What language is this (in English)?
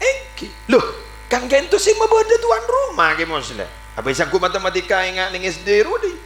Madurese